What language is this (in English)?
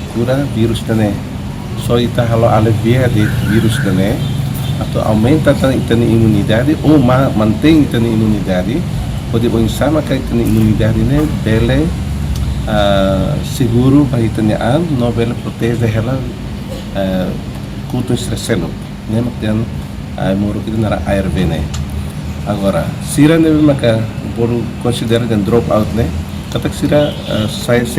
Tetum